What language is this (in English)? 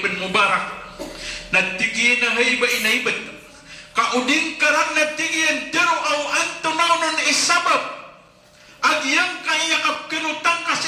Maranao